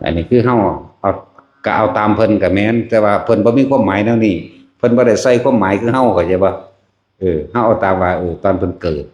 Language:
Lao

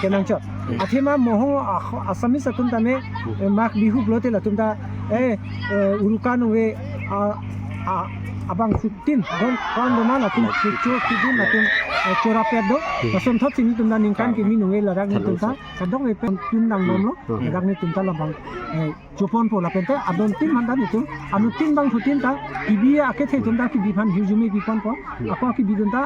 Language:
Karbi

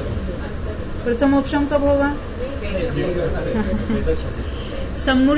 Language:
Hindi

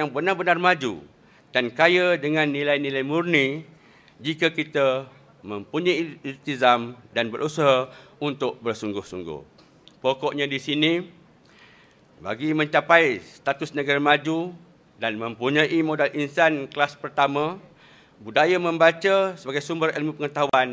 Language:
Malay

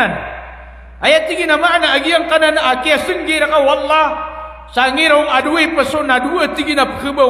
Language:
Maranao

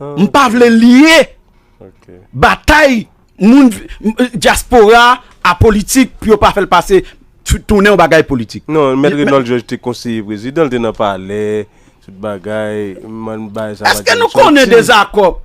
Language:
Haitian Creole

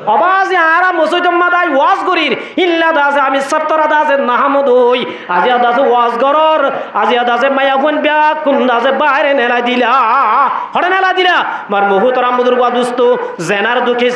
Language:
Rohingya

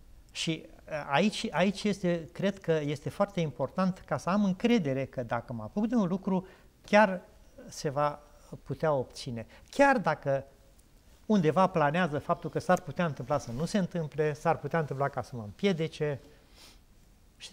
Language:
Romanian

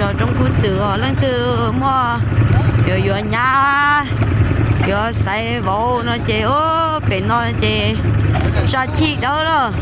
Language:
Hmong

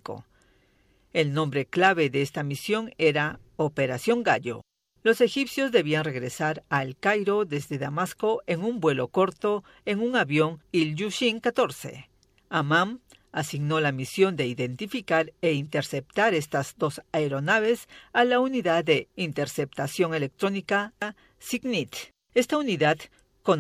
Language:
Spanish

